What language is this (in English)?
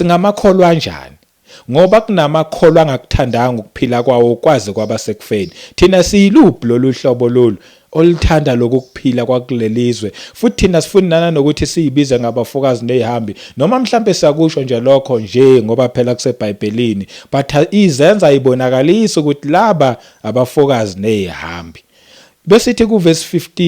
Zulu